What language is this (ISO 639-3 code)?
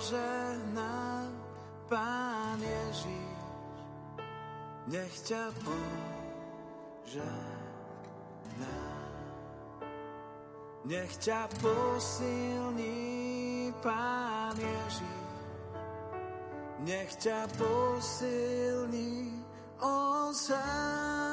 slk